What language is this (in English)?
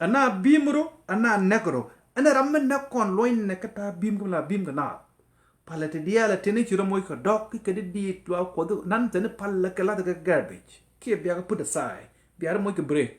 Nuer